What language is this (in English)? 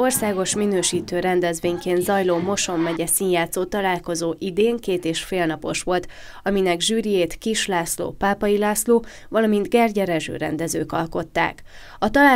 Hungarian